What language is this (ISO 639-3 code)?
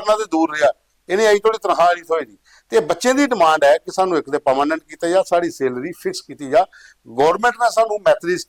doi